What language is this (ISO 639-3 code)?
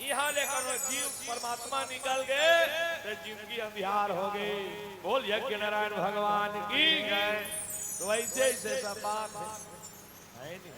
hne